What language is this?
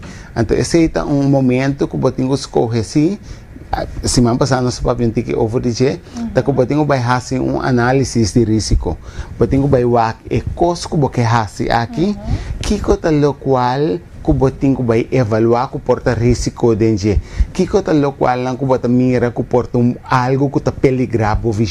Papiamento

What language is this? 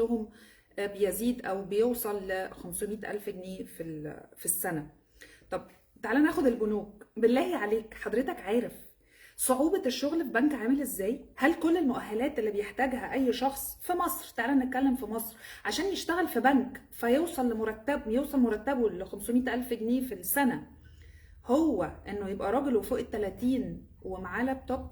Egyptian Arabic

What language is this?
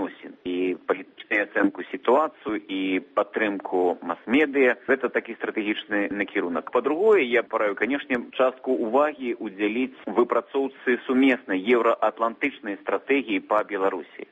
Belarusian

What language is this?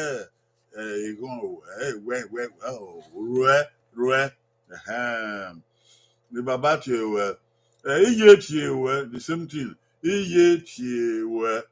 Bini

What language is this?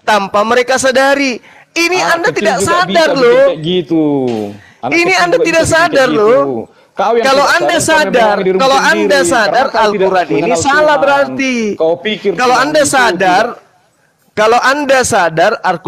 Indonesian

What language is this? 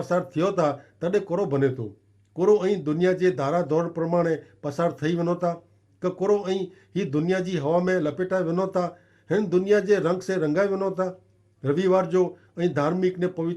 Kachhi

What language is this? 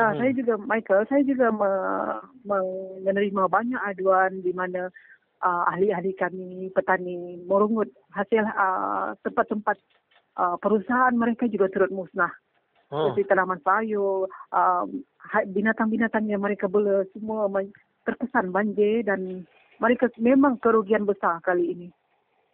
Malay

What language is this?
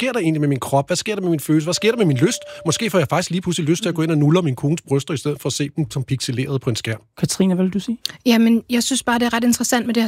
Danish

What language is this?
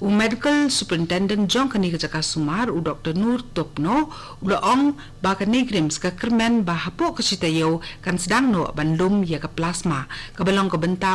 Khasi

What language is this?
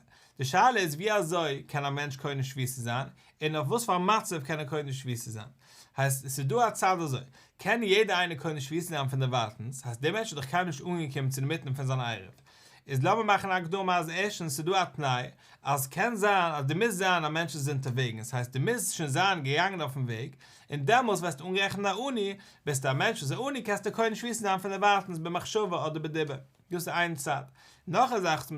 Yiddish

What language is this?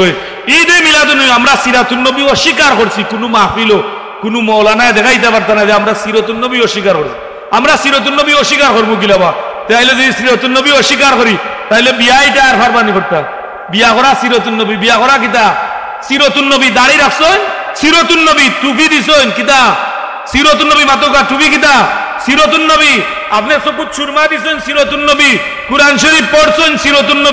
Sylheti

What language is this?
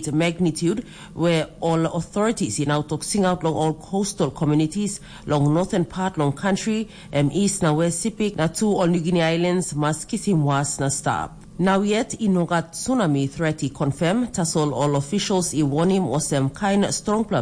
Tok Pisin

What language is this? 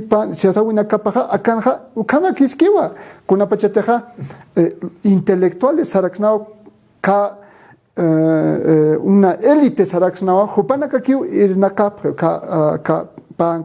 Aymara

